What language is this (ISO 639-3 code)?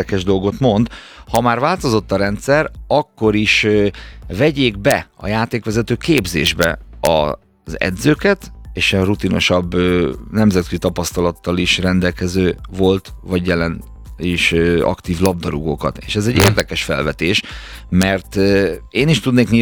hun